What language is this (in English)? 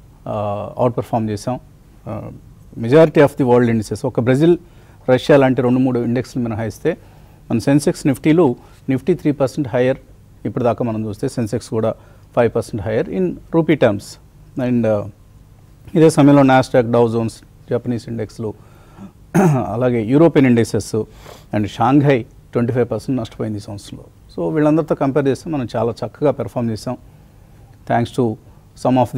Telugu